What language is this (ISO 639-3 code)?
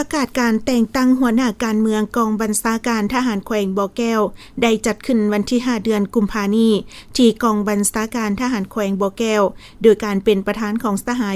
lao